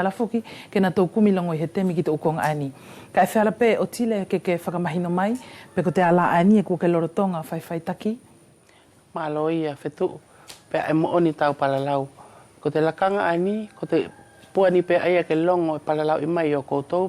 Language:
Wallisian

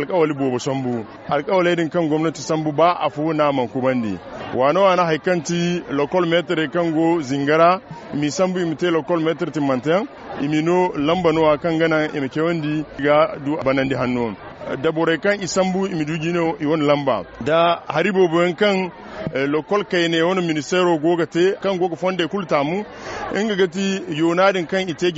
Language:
Zarma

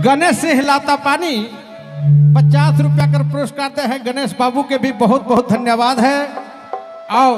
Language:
Sadri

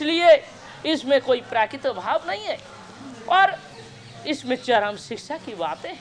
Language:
Hindi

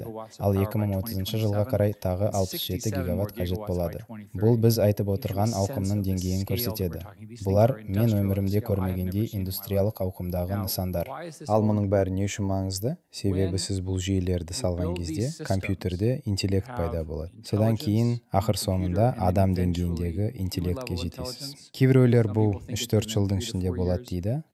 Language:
Kazakh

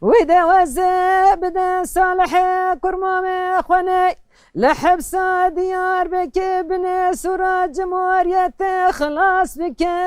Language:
Kurdish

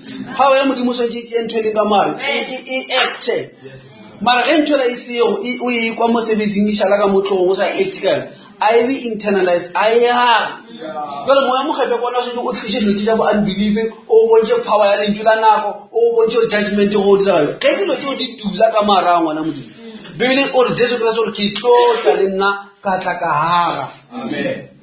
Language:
Northern Sotho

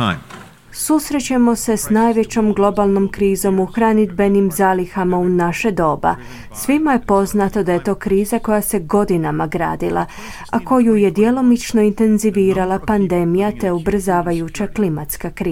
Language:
Croatian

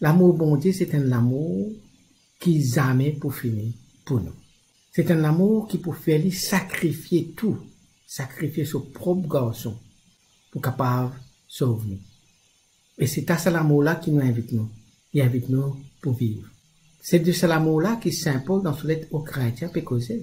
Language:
Morisyen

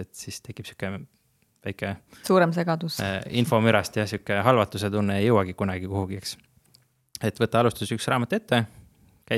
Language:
Estonian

